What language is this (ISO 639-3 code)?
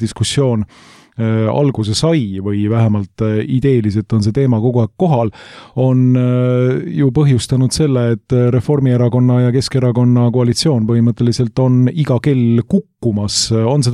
est